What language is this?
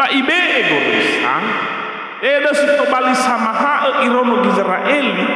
Nias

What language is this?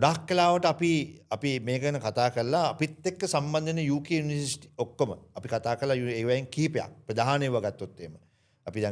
Sinhala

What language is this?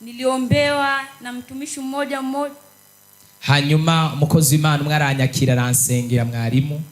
Rundi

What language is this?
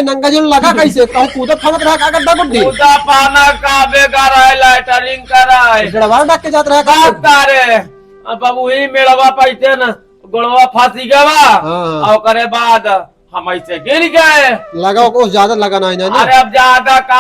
Awadhi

